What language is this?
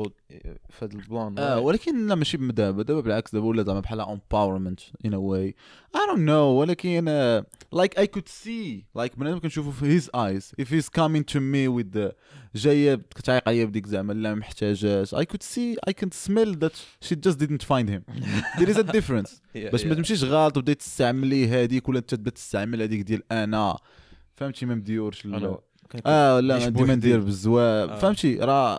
Moroccan Arabic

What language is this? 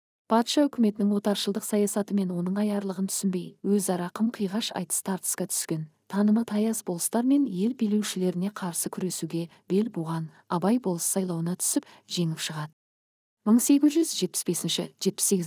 Kazakh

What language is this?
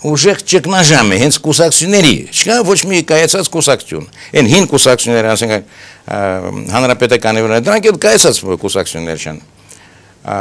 Armenian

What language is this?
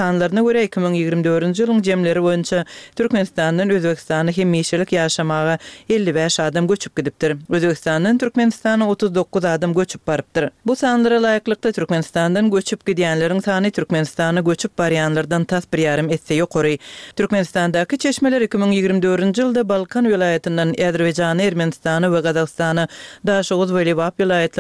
Turkmen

